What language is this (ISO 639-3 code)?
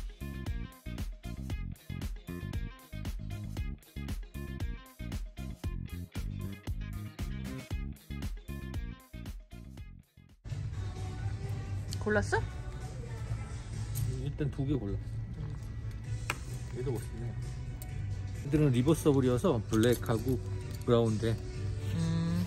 kor